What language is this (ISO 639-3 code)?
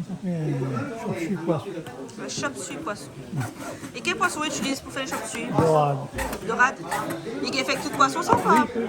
rcf